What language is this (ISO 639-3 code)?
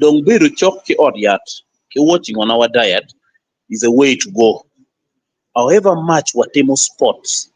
ach